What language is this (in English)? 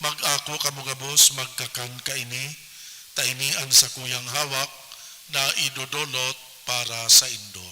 Bikol